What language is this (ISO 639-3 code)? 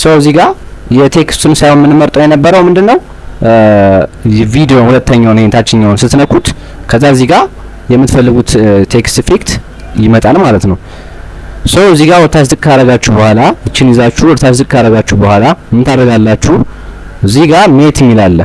amh